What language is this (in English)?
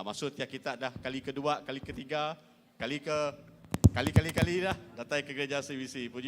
Iban